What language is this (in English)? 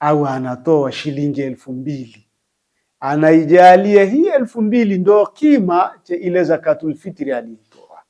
Swahili